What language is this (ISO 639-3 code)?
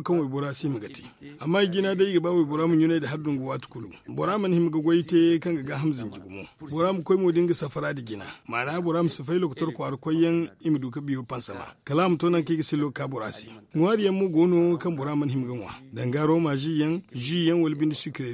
dje